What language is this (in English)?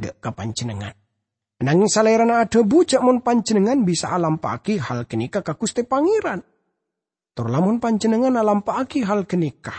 Madurese